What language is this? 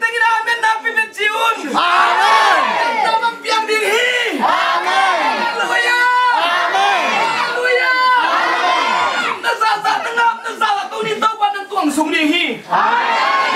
Tedim Chin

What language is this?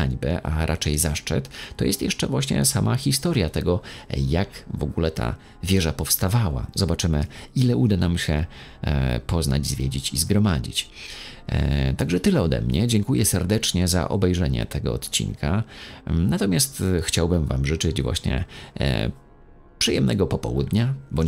Polish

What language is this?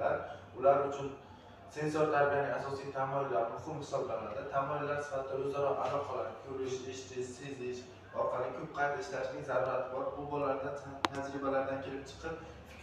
Uzbek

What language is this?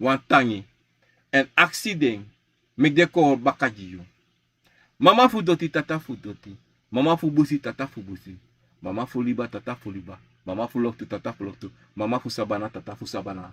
Sranan Tongo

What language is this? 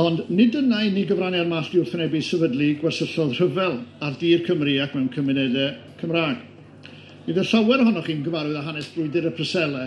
Welsh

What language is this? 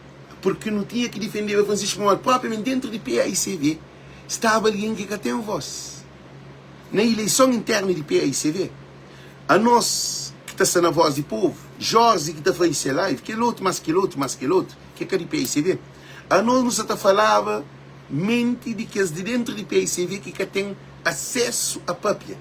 Kabuverdianu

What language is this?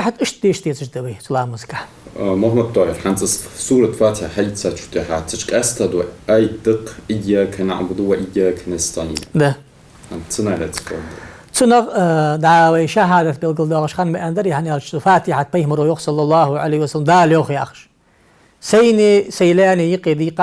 Ingush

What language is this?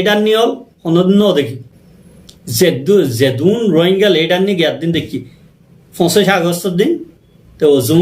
Rohingya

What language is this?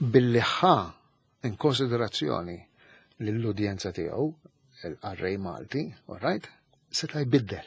Maltese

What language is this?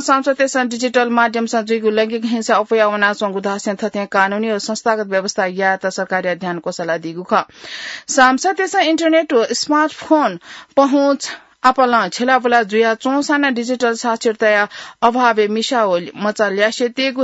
Newari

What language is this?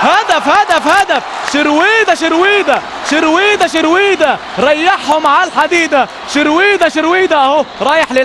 Egyptian Arabic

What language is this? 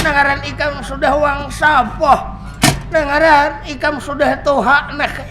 Banjar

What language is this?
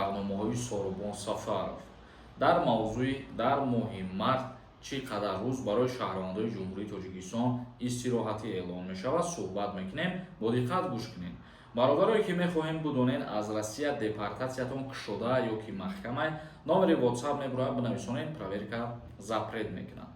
Tajik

